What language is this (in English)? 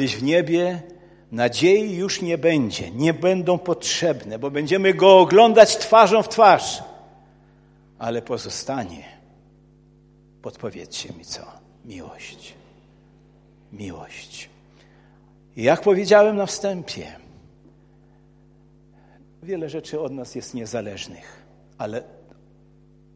Polish